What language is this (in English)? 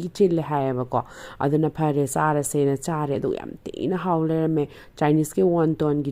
Manipuri